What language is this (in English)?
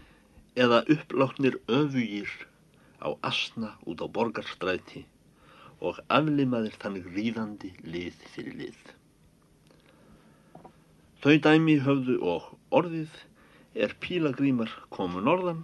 Icelandic